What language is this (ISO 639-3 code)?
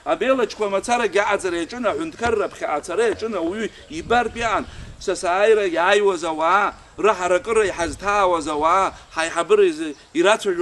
abk